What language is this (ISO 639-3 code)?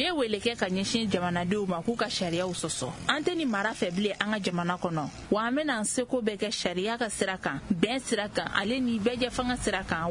bam